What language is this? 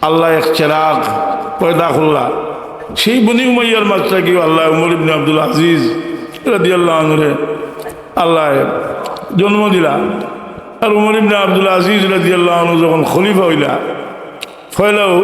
Sylheti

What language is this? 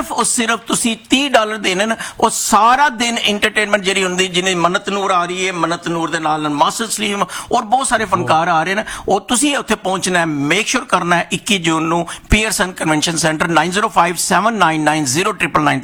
Punjabi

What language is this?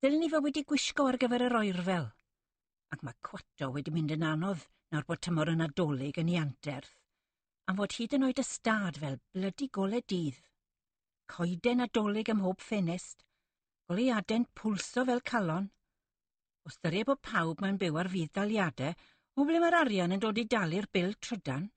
Welsh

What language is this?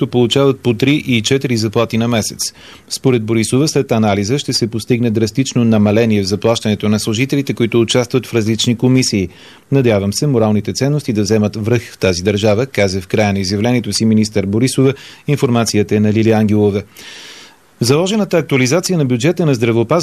Bulgarian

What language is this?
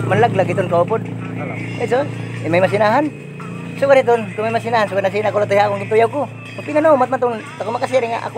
Waray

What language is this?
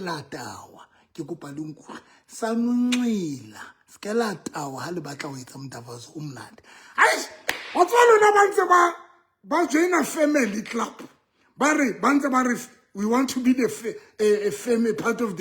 Southern Sotho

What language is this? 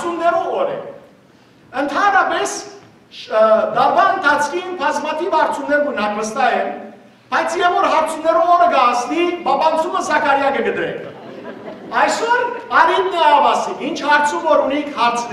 Western Armenian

